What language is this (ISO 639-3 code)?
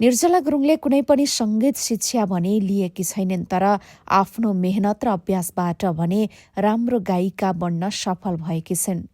nep